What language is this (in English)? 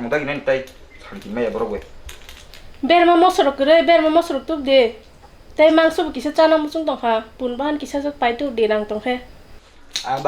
Kok Borok